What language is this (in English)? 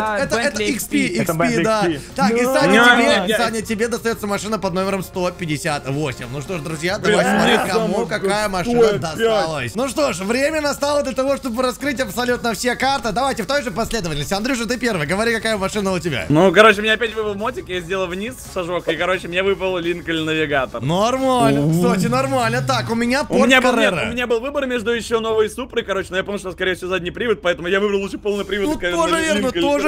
Russian